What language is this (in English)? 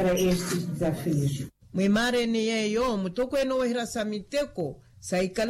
Makhuwa